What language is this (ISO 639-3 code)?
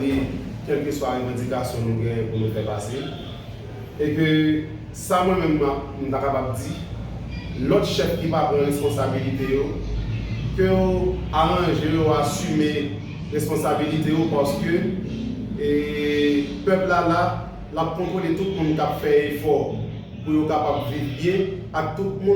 hat